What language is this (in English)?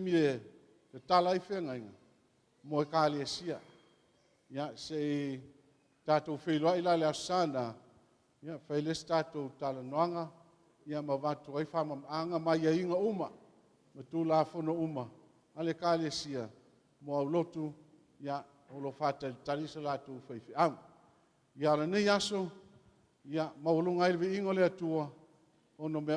Samoan